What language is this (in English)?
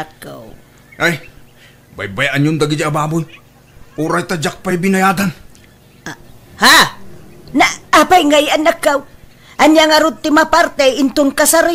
Iloko